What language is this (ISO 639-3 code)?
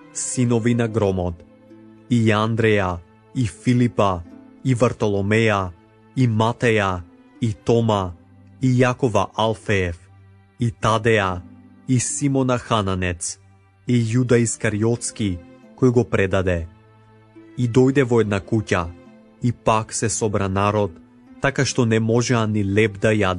mkd